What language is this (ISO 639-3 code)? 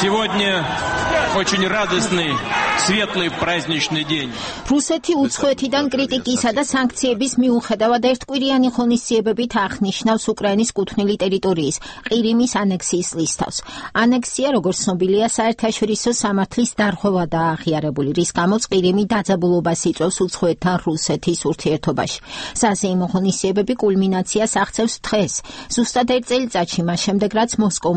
kat